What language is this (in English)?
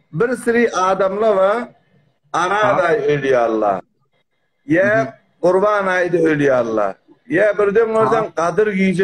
Turkmen